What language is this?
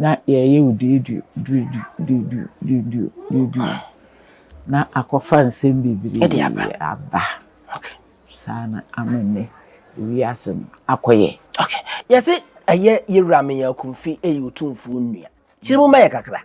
Akan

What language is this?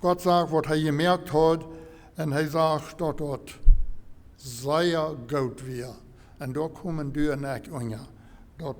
Plautdietsch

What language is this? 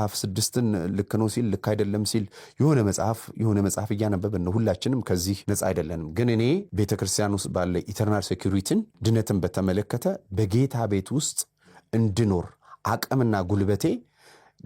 Amharic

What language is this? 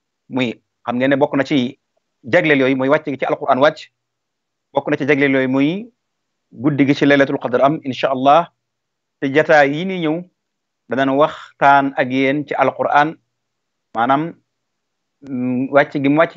Wolof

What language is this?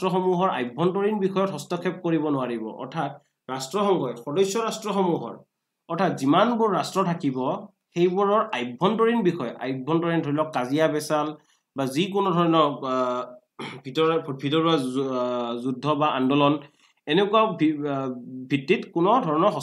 Assamese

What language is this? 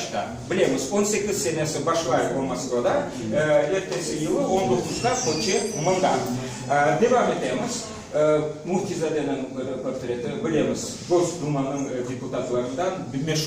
Crimean Tatar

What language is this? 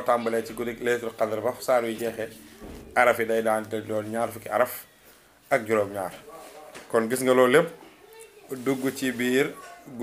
Wolof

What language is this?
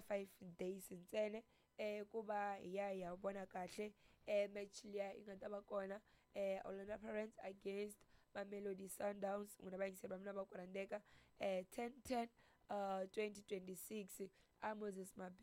Tsonga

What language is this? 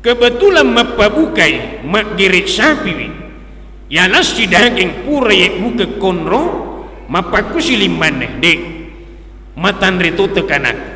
Buginese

